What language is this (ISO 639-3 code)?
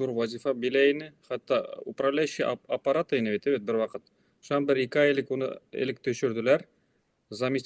bak